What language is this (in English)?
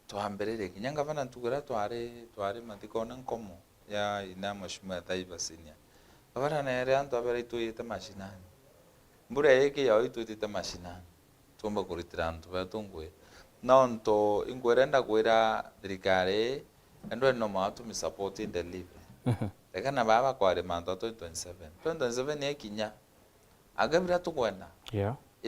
Meru